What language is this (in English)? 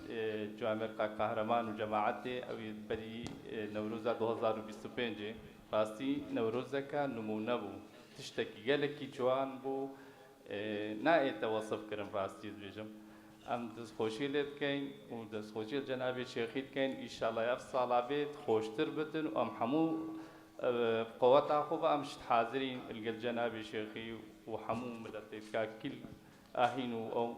Kurdish